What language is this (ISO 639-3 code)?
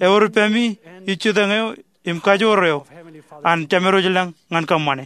mah